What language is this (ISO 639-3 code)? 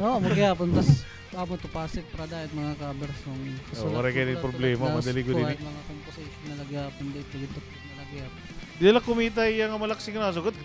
war